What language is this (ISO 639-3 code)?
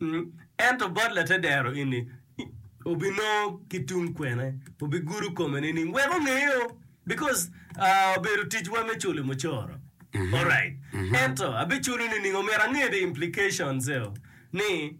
ach